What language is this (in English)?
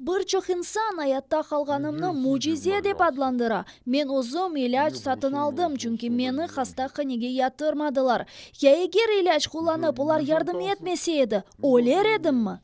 Crimean Tatar